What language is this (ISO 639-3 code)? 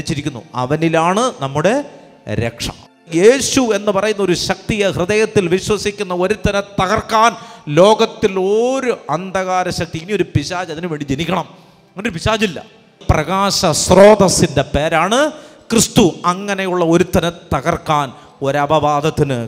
mal